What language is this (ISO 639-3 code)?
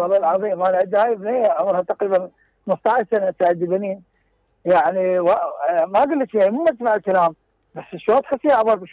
acm